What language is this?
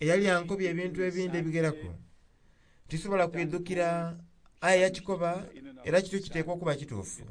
Soga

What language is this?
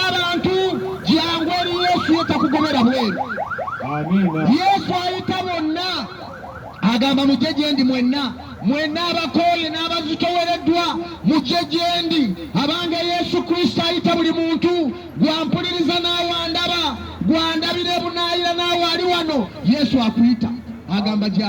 Ganda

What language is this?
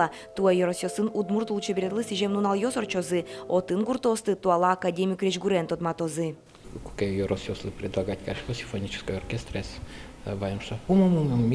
Udmurt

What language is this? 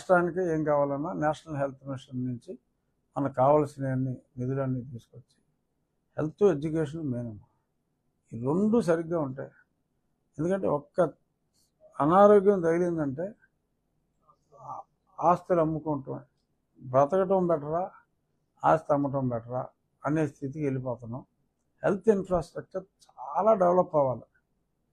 Telugu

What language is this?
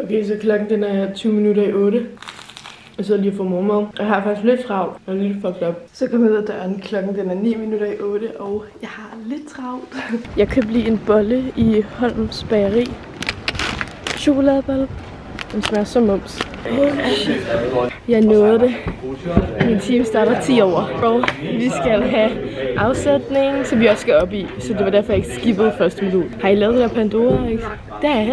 Danish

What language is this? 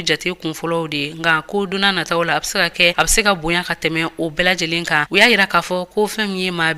Bambara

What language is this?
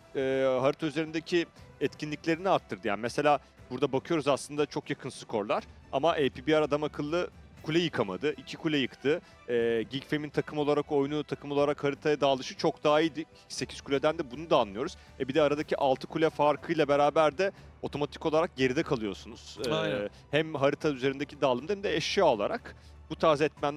Turkish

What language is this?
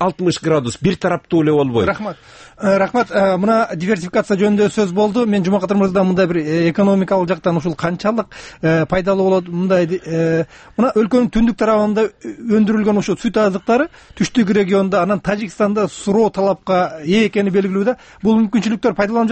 Kyrgyz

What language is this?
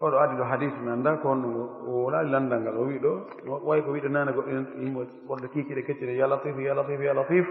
Pular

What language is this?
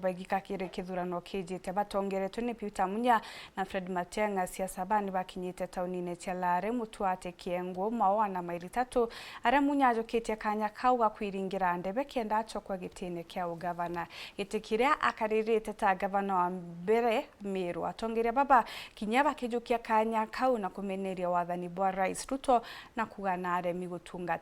Meru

